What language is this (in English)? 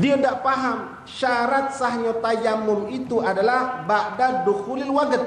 Musi